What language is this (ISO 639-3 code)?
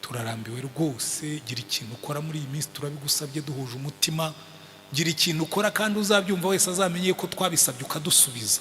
kin